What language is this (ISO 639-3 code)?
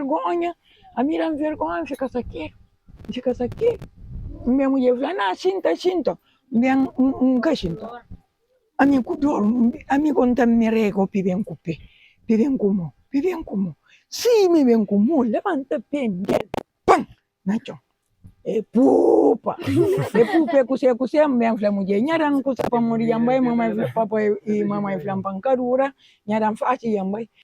kea